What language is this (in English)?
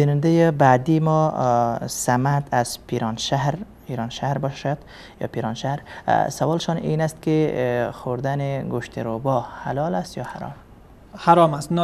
Persian